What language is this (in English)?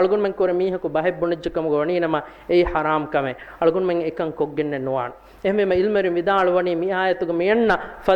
Divehi